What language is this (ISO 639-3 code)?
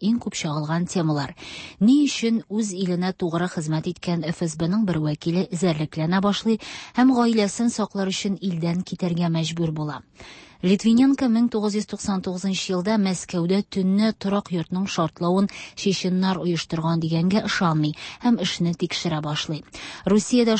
tat